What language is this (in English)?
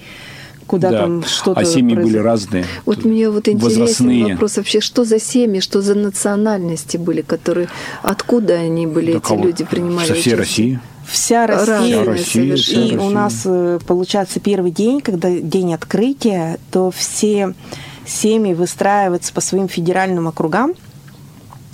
Russian